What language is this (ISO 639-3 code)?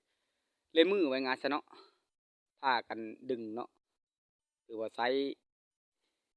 lao